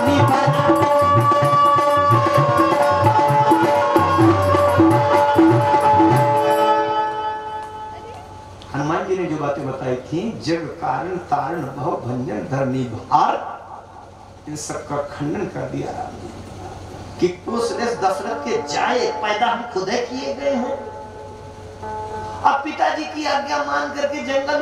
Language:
Hindi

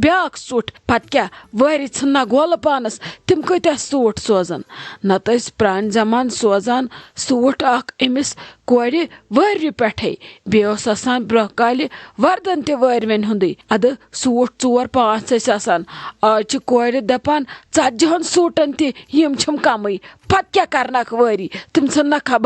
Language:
Kashmiri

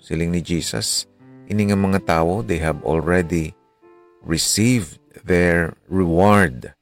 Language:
Hiligaynon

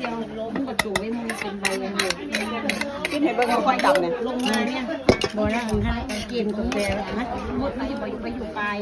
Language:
Lao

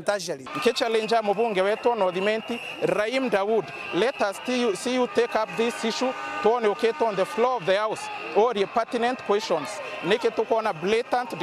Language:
Meru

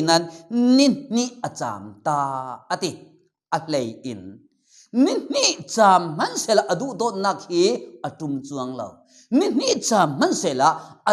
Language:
Falam Chin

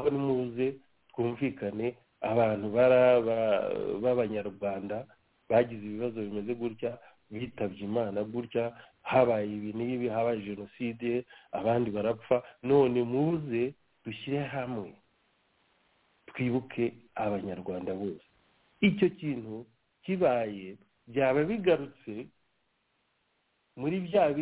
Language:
Kinyarwanda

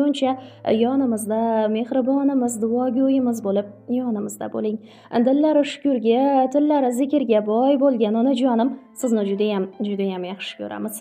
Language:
Uzbek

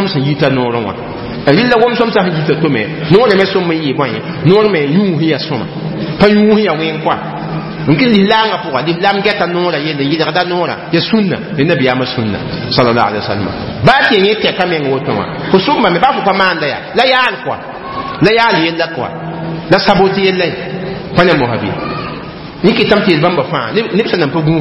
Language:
Mossi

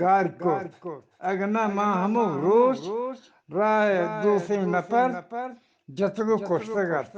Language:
Eastern Balochi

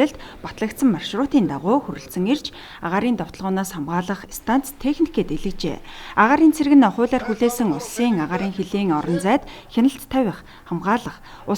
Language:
Mongolian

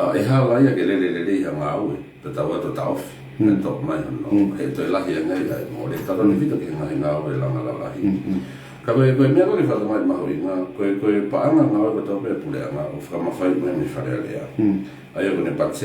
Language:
Tongan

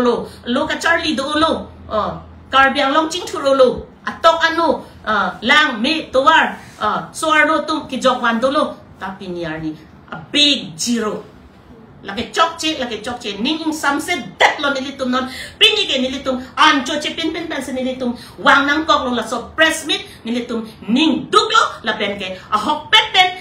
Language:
Karbi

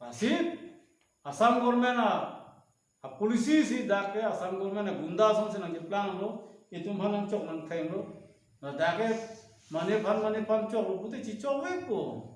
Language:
Karbi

